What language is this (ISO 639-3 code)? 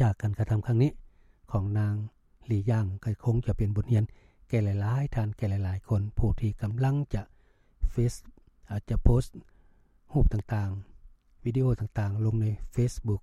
lao